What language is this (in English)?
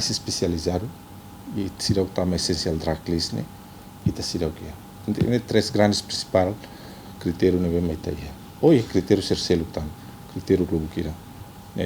Tetum